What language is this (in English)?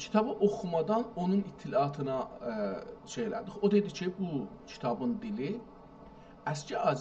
South Azerbaijani